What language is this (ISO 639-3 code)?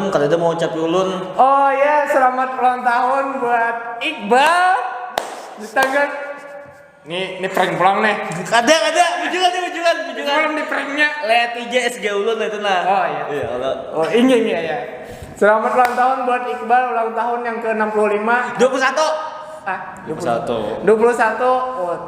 bjn